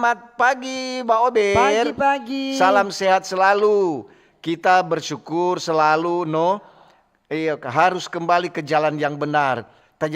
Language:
Manado Malay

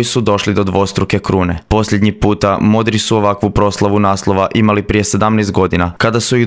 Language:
Croatian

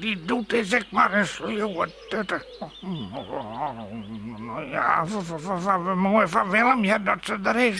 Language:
Western Frisian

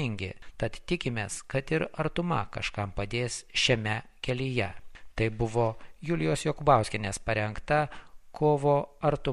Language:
Lithuanian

